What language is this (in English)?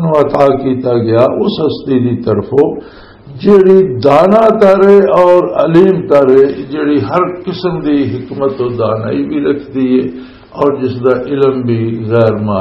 Western Panjabi